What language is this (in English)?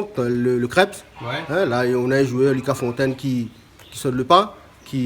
Réunion Creole French